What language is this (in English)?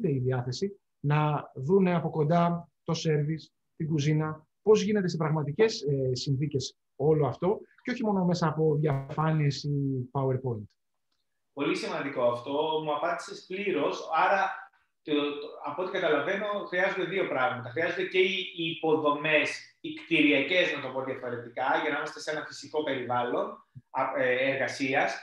Greek